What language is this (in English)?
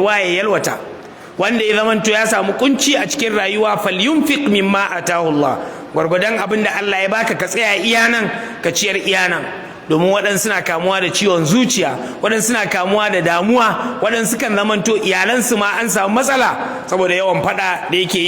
Hausa